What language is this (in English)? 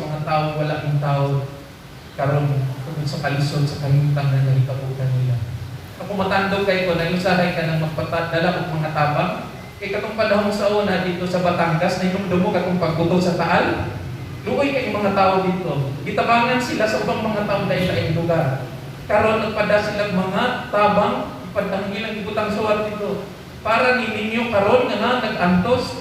Cebuano